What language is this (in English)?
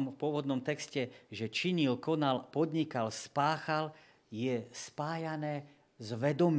Slovak